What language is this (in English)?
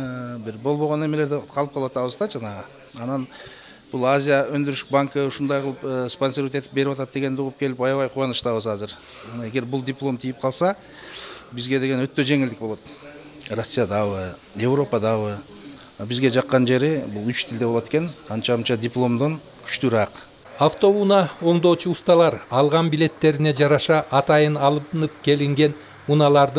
Kyrgyz